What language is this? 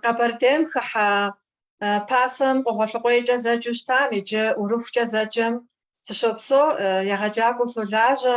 Kabardian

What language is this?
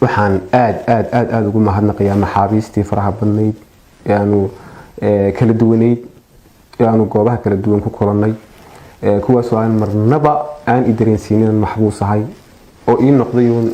Somali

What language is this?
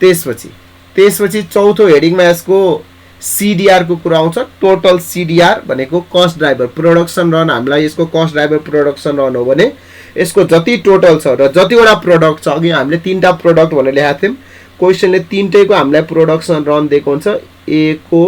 Nepali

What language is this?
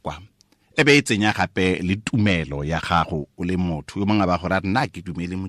Tswana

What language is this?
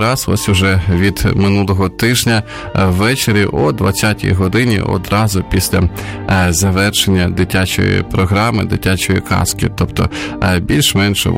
Ukrainian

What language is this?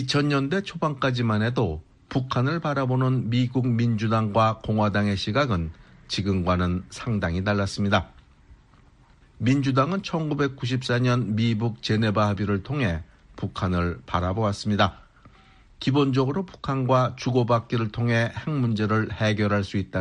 Korean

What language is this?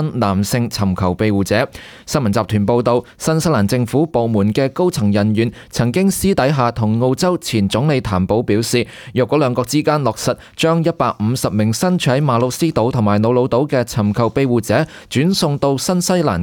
Cantonese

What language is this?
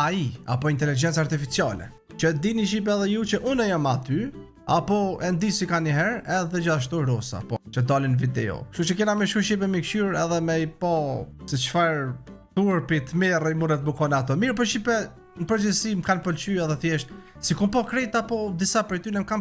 Albanian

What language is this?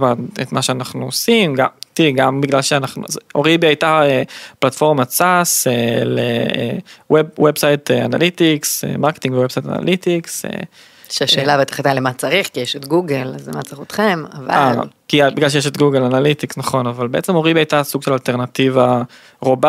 Hebrew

